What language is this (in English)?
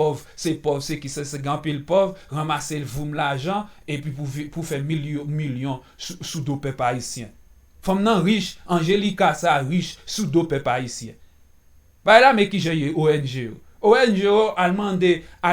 Haitian Creole